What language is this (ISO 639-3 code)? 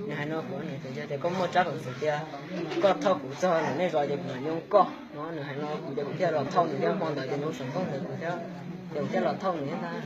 hmn